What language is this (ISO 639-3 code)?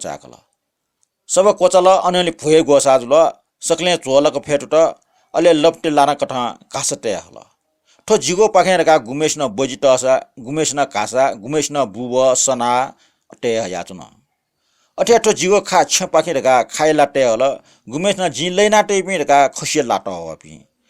new